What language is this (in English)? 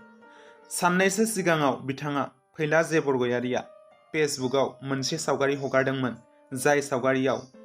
Bodo